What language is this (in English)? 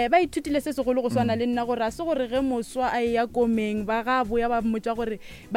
Northern Sotho